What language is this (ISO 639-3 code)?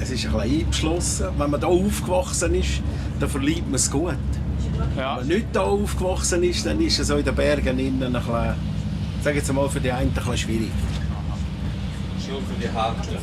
gsw